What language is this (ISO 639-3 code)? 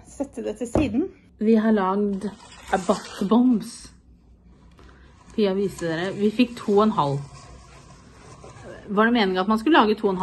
nor